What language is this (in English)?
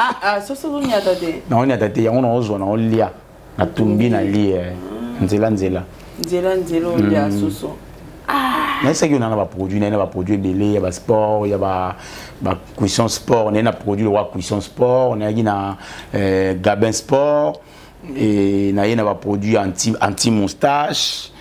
Lingala